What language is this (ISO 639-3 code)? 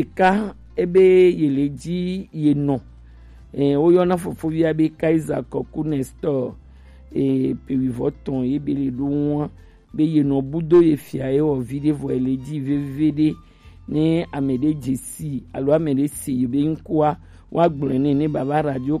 gej